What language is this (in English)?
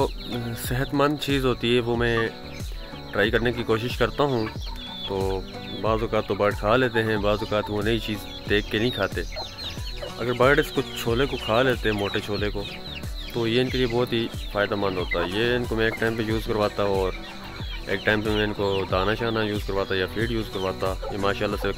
Hindi